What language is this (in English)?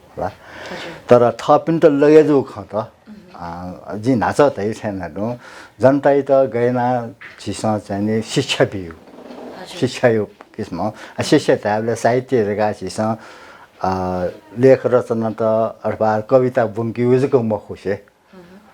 Newari